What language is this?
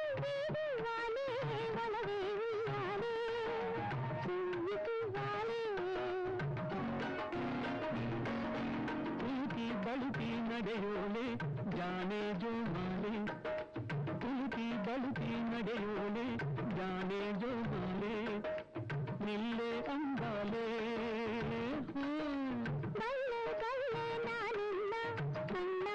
Kannada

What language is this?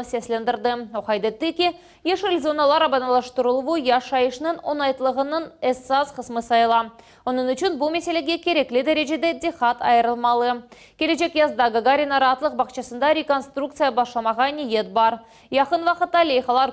Crimean Tatar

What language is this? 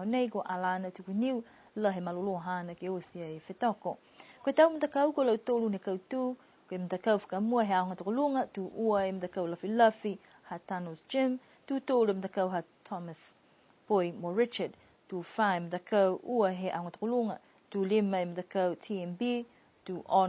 Niuean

